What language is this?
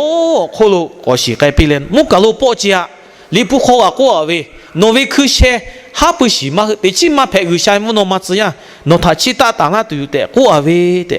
Lahu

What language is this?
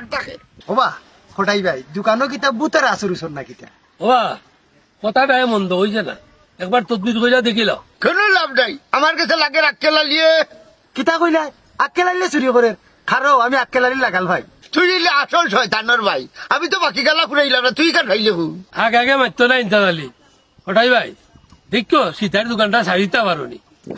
Sylheti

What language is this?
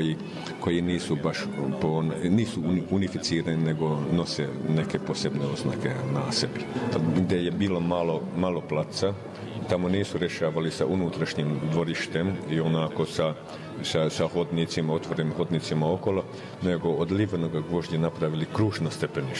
Bosnian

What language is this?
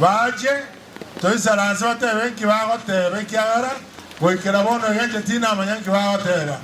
Gusii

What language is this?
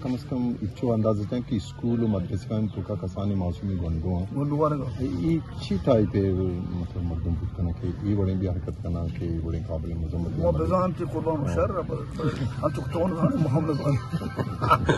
Eastern Balochi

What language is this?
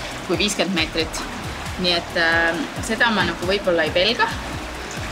Estonian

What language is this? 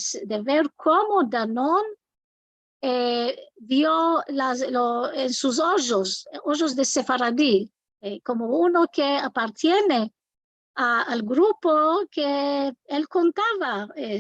Ladino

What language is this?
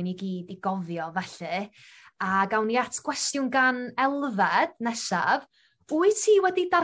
Welsh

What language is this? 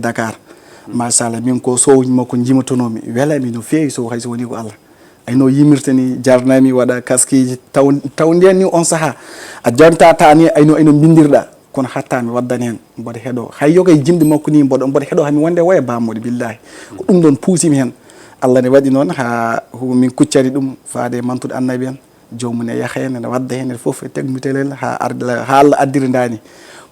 Fula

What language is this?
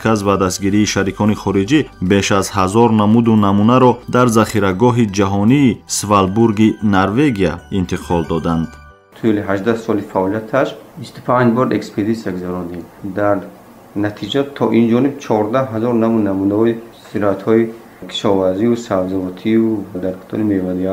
Tajik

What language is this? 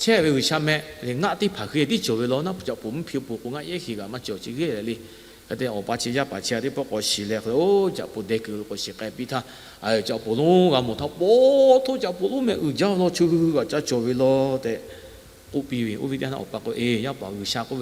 Lahu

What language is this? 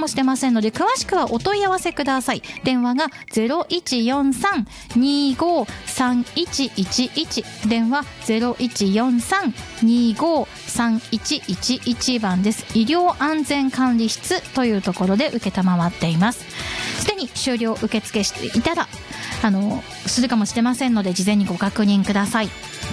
Japanese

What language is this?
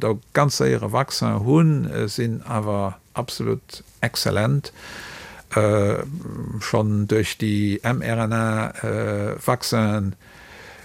Luxembourgish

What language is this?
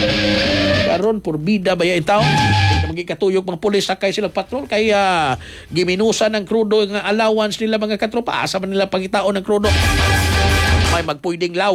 Cebuano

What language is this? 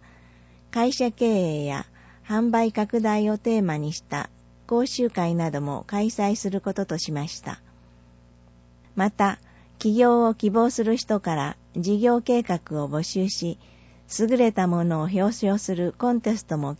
Japanese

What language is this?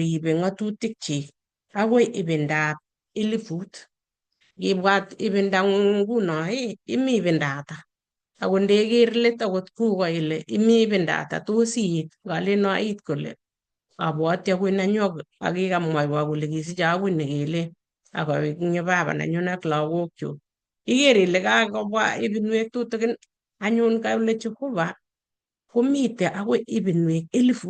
Kalenjin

